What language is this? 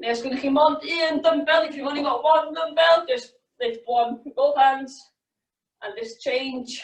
Welsh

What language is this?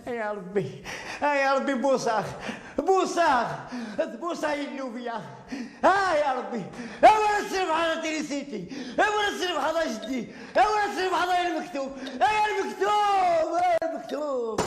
Kabyle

